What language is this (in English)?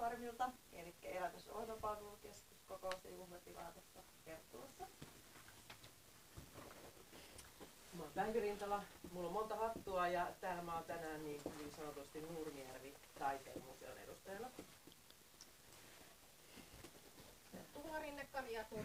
Finnish